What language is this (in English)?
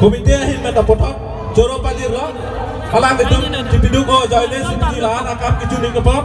Karbi